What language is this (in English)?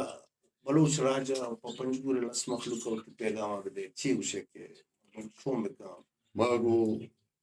Baluchi